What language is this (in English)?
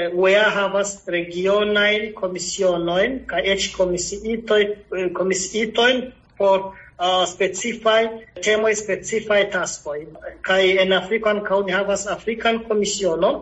Esperanto